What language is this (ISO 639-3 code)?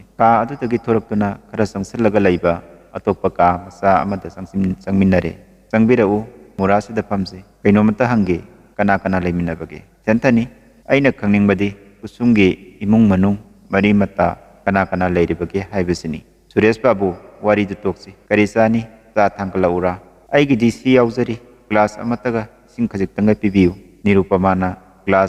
mni